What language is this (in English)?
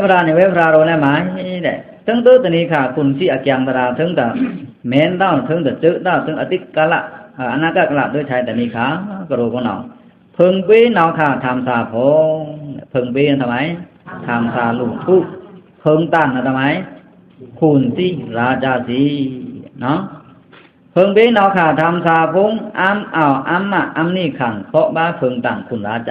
Pa'o Karen